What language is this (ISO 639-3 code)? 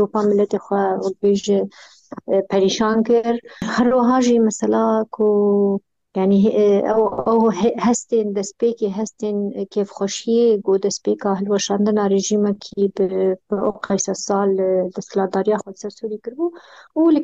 kur